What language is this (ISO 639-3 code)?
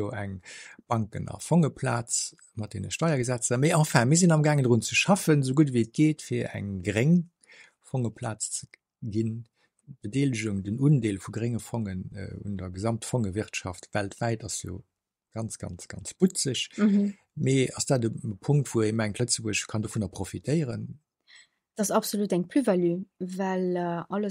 ltz